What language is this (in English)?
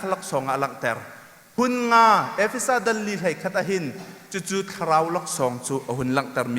Hakha Chin